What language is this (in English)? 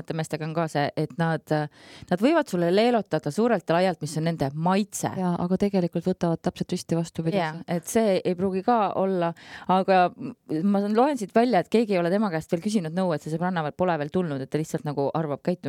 Estonian